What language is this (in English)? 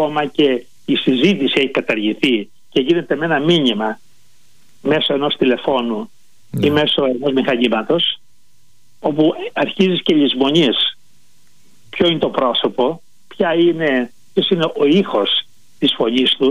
Greek